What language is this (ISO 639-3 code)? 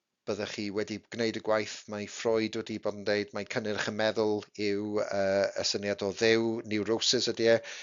cym